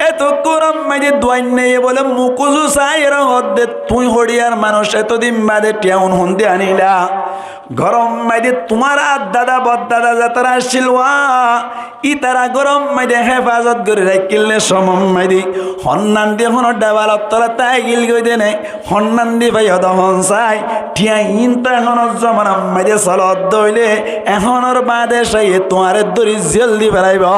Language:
Rohingya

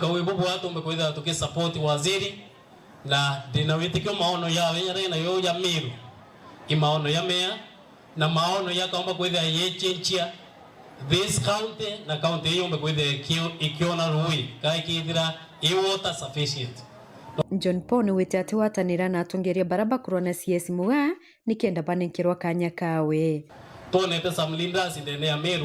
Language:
Meru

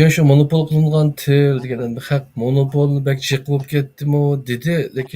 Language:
Uyghur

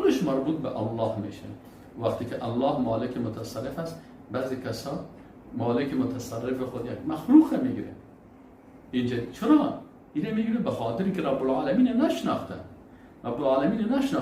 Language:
Persian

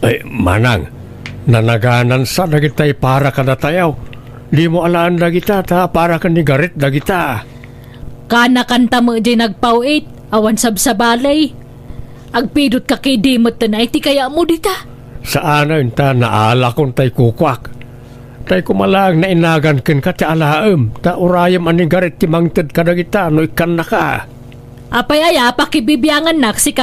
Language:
Iloko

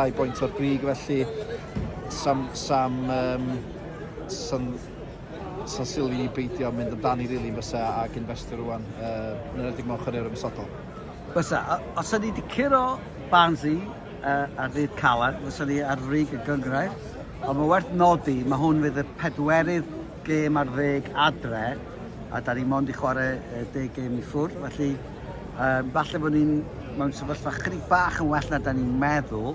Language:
Welsh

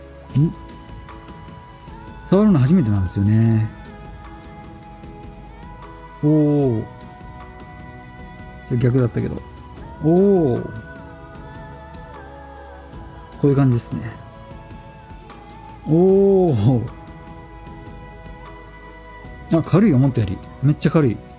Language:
Japanese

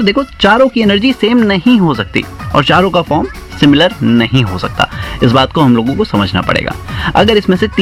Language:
Hindi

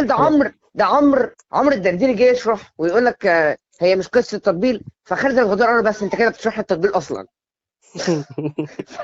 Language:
Egyptian Arabic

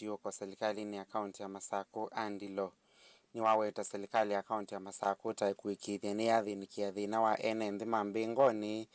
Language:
Kamba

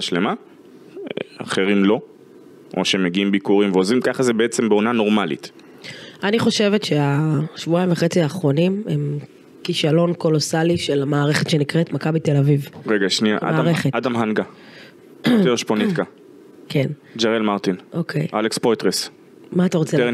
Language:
Hebrew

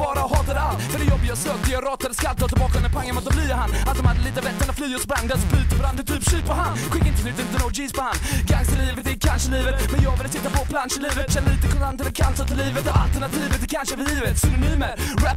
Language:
Swedish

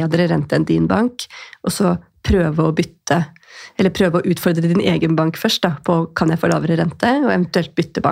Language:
Norwegian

